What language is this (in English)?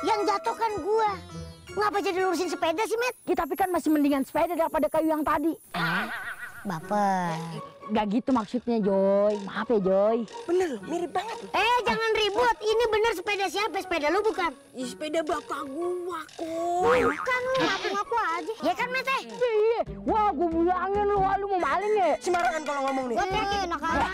Betawi